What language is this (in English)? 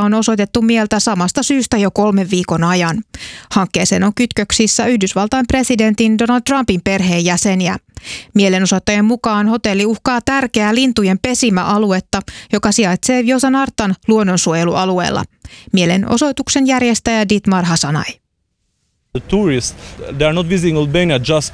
Finnish